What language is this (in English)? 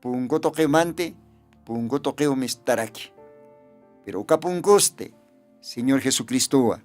Aymara